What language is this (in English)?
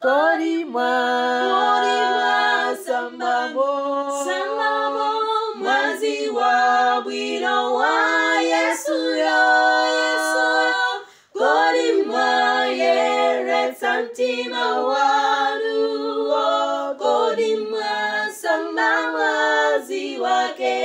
Nyanja